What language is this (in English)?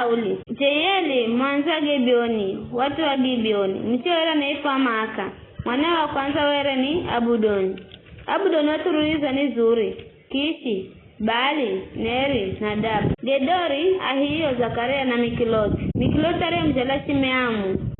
Giryama